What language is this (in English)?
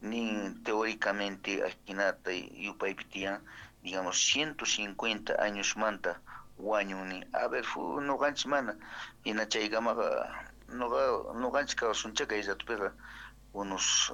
South Bolivian Quechua